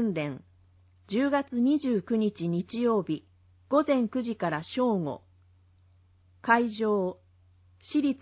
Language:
Japanese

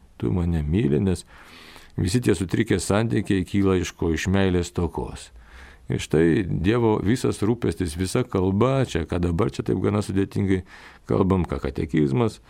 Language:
Lithuanian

